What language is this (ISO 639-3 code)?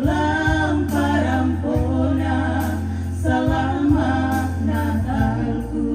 sda